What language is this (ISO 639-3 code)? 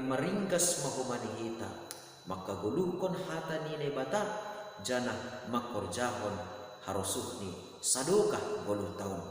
bts